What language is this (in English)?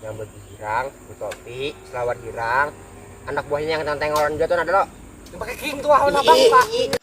Banjar